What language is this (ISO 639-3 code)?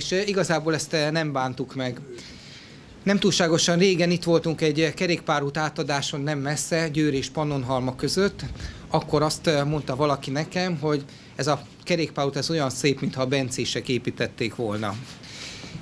hun